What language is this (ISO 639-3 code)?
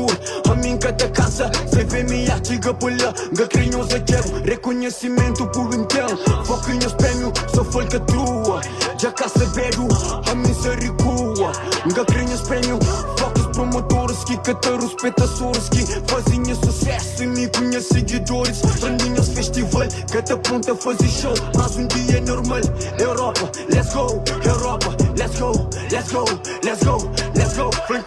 kea